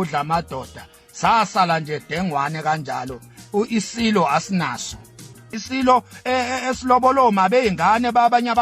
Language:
Zulu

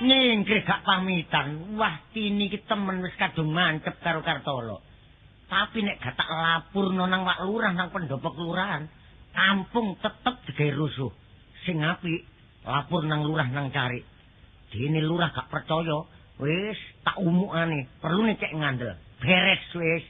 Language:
Javanese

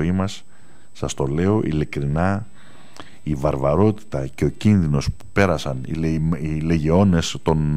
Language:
Greek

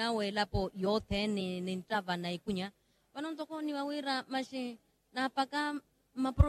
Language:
Makhuwa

